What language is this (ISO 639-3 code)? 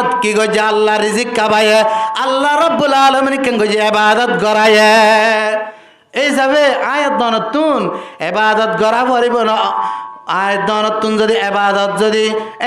rhg